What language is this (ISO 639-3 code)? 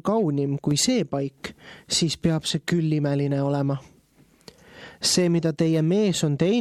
est